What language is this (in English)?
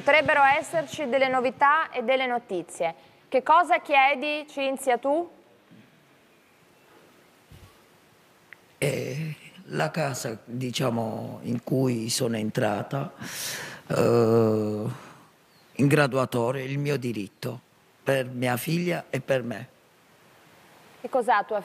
Italian